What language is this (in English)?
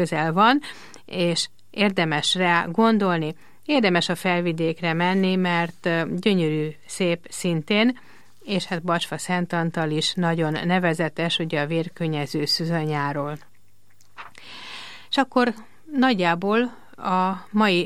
Hungarian